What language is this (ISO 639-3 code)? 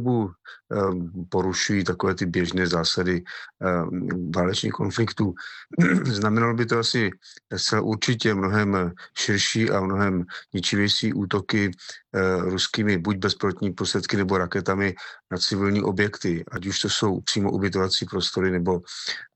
ces